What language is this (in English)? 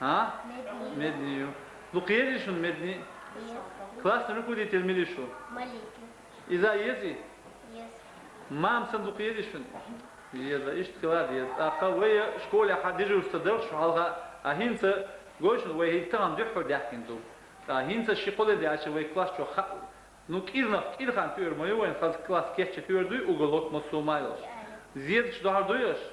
Chechen